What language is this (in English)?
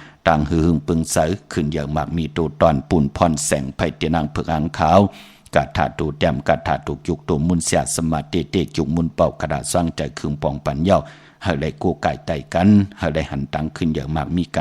Shan